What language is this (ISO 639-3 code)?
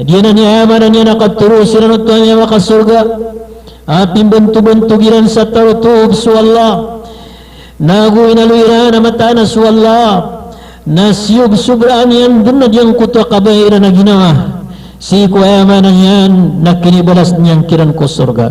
mrw